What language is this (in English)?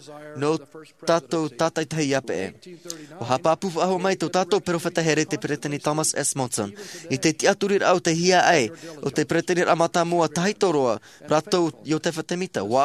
Tahitian